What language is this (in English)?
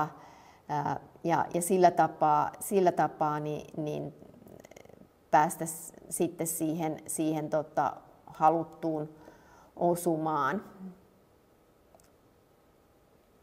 Finnish